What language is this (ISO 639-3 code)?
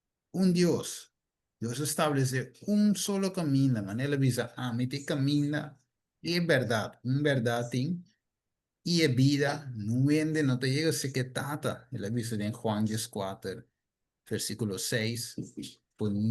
pap